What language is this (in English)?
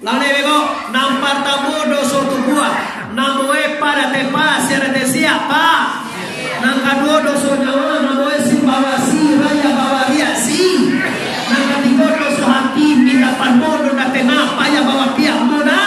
Minangkabau